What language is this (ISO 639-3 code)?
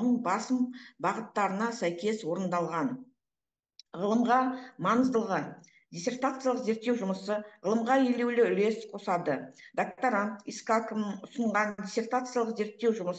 kaz